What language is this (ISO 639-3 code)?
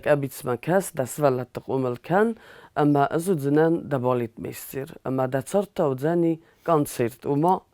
oss